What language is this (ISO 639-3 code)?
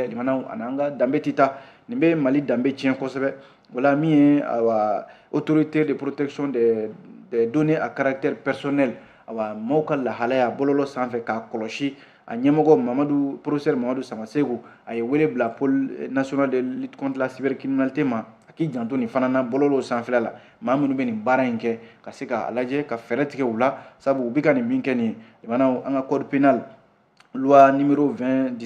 bam